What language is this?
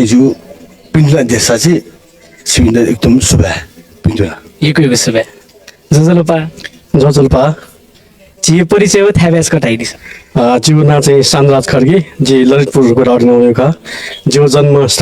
Newari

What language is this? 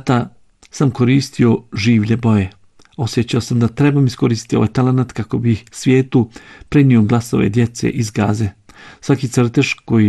Bosnian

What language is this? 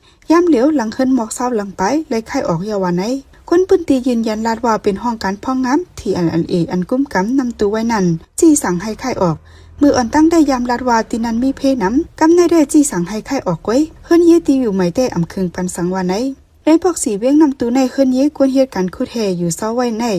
Shan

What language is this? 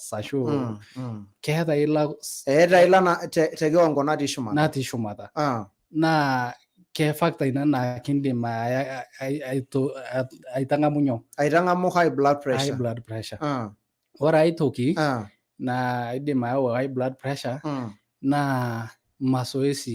Masai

